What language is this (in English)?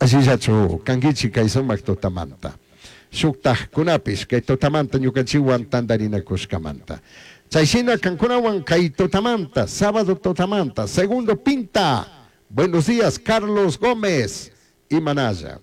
Chimborazo Highland Quichua